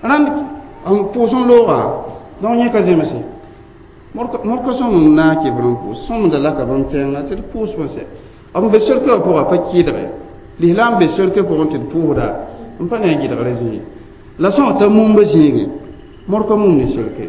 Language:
Mossi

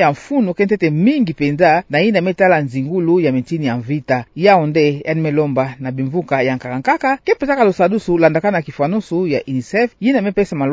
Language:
Kituba (Democratic Republic of Congo)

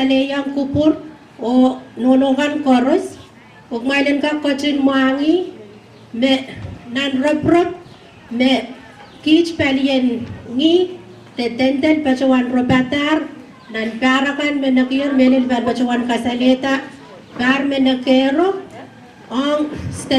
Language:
Pohnpeian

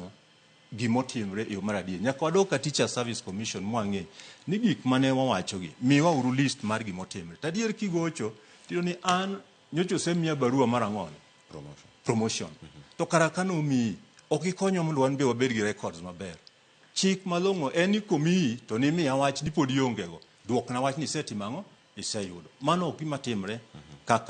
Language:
Luo (Kenya and Tanzania)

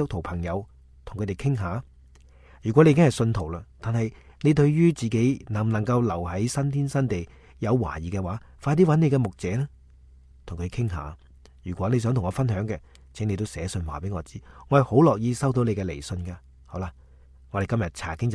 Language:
Cantonese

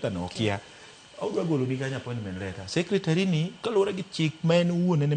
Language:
Luo (Kenya and Tanzania)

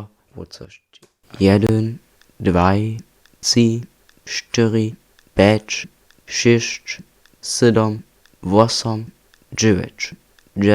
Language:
Upper Sorbian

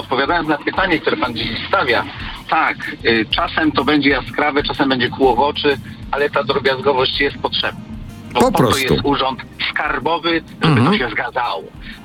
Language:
Polish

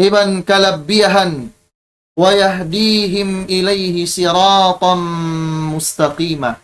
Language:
Tausug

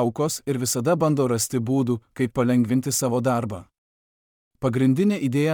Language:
Lithuanian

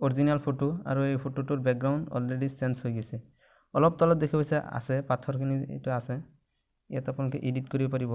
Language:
Assamese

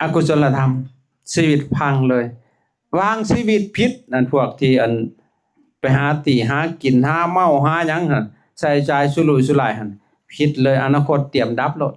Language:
Lao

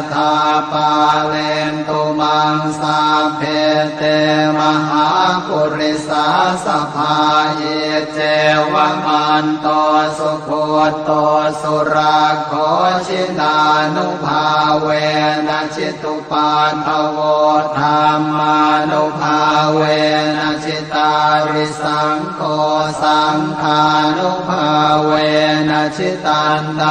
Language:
Pali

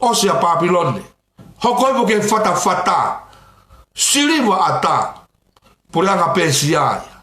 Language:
Tongan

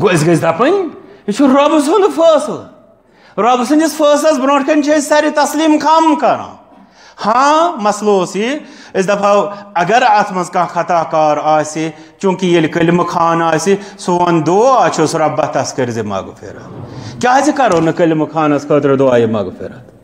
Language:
Kashmiri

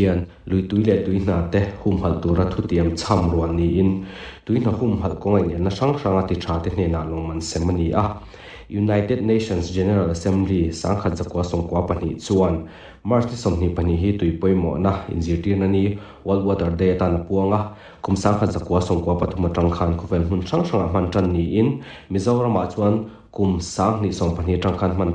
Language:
Mizo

